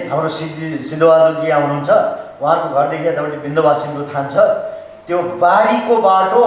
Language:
Nepali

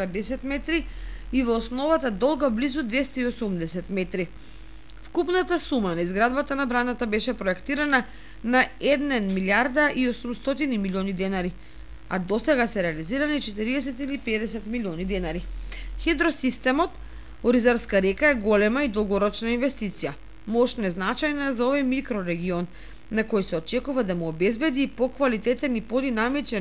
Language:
Macedonian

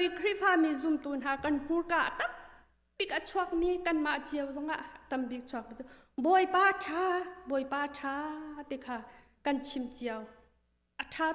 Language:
Hakha Chin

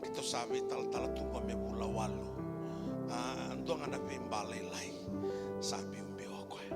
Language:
Fijian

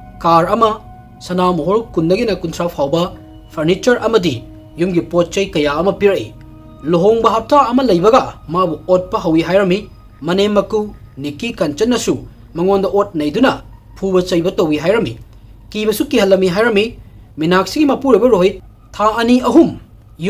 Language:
Manipuri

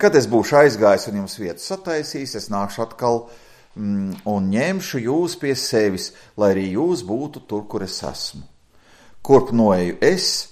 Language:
Latvian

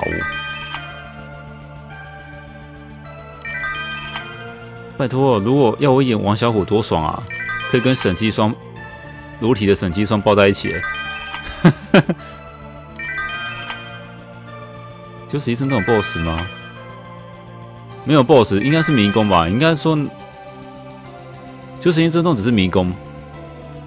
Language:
Chinese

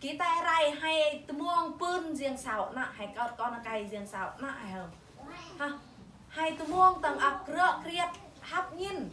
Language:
Eastern Bru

